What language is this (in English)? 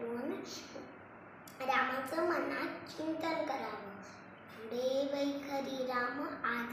Marathi